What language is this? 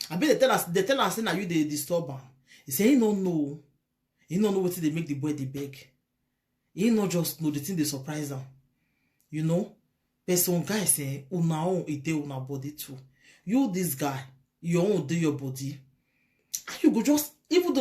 Nigerian Pidgin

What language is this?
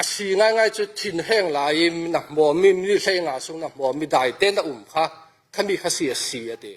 Falam Chin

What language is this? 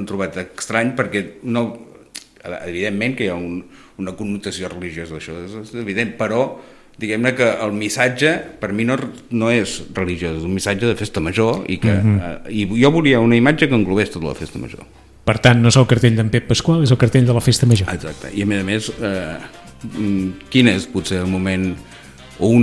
Catalan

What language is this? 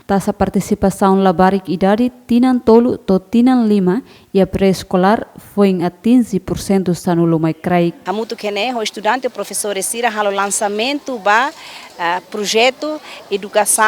Tetum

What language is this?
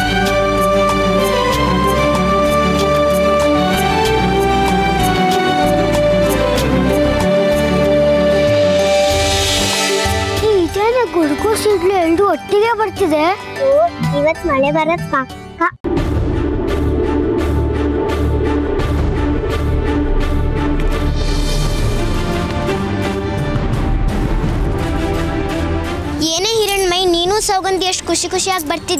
Kannada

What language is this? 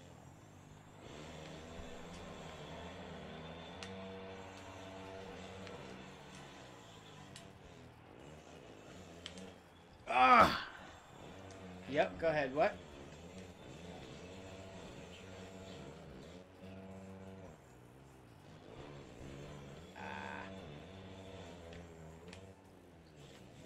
English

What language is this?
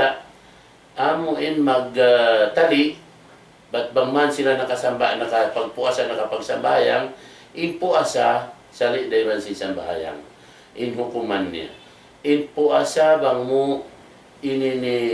Tausug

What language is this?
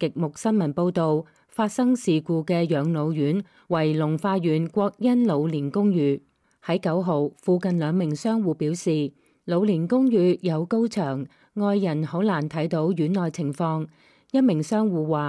Cantonese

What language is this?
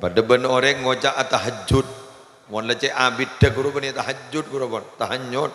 Madurese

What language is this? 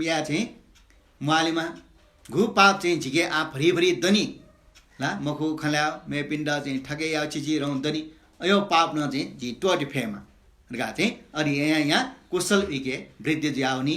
Newari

